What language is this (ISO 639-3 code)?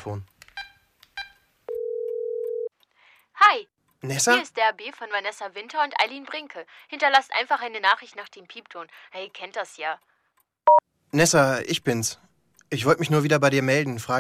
deu